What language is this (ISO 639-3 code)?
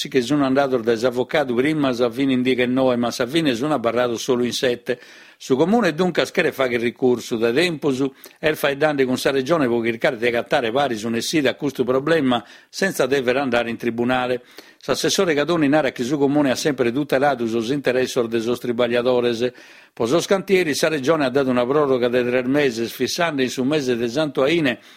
srd